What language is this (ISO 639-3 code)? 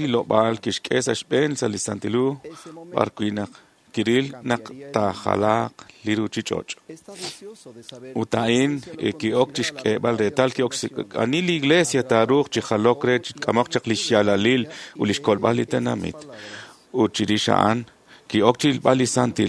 kek